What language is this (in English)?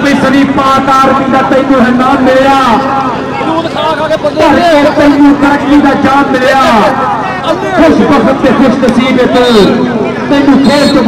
Punjabi